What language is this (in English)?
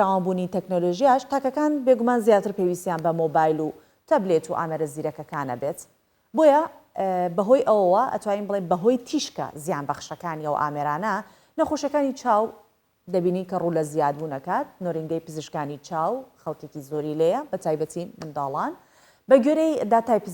Central Kurdish